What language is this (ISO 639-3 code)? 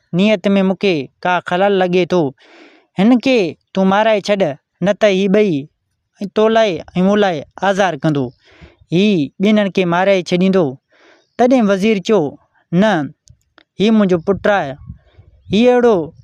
snd